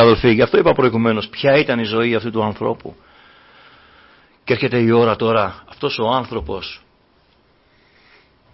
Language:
Greek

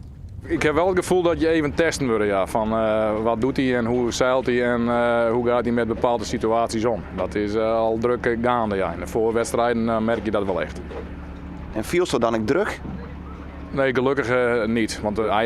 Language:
Western Frisian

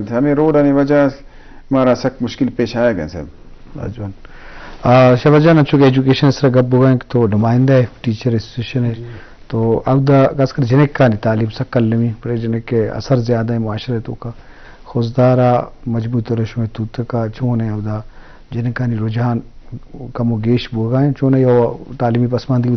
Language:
Eastern Balochi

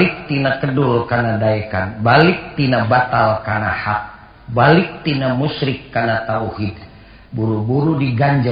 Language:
Sundanese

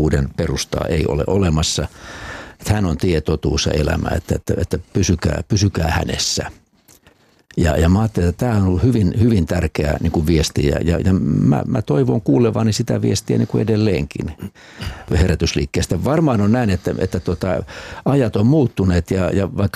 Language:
Finnish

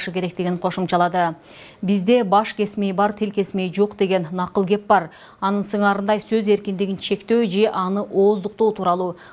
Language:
Kyrgyz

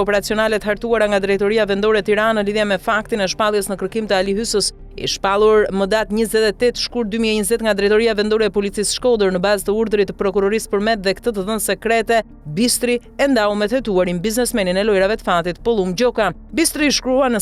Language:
Albanian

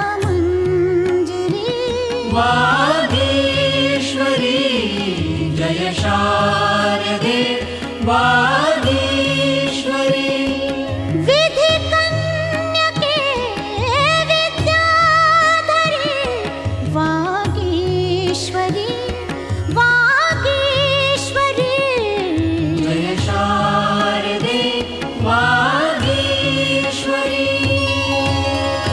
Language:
Marathi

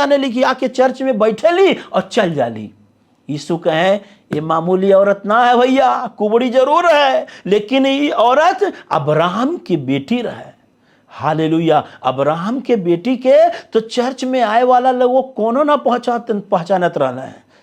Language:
Bhojpuri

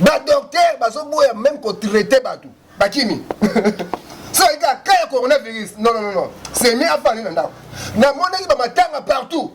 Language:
Lingala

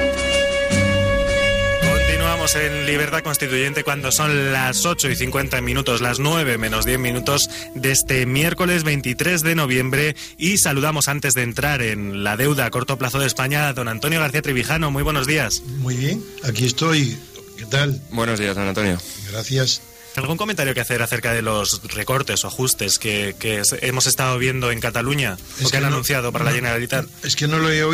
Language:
Spanish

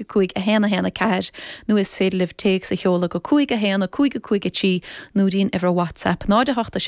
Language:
Irish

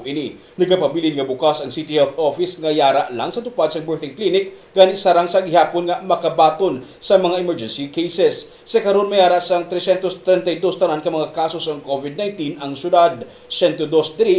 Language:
Hiligaynon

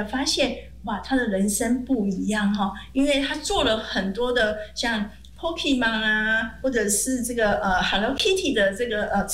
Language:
Chinese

